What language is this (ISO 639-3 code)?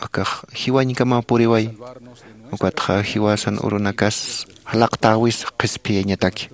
aym